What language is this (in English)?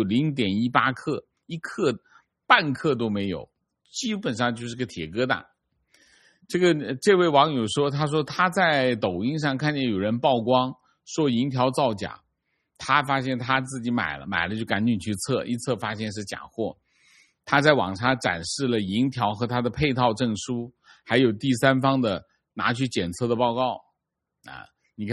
Chinese